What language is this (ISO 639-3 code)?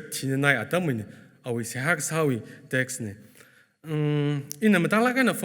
nmf